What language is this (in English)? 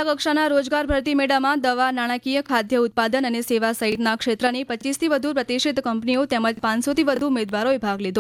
Gujarati